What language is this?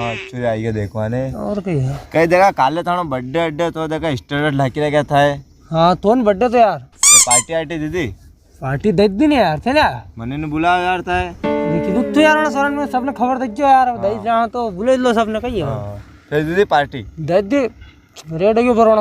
Rajasthani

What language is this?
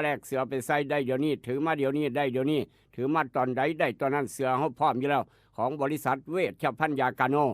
Northeastern Thai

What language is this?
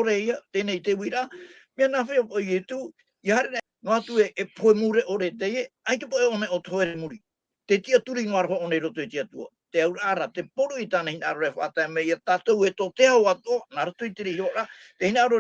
Tahitian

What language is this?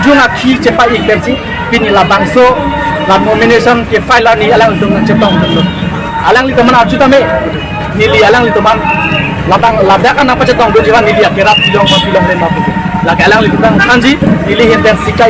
Karbi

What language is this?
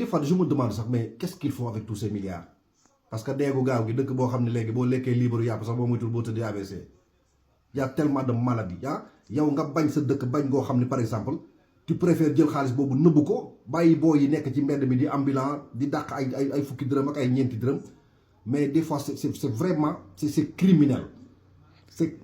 Wolof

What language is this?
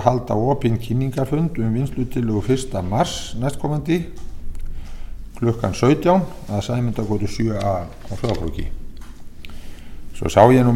Icelandic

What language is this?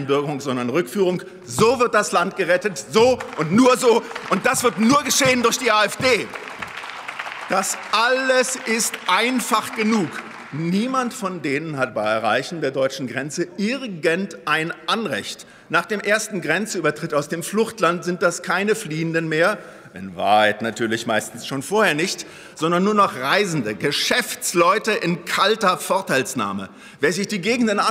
German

